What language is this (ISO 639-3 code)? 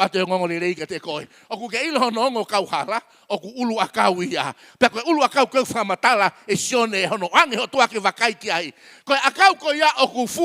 ton